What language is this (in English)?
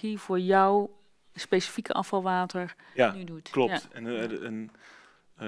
Dutch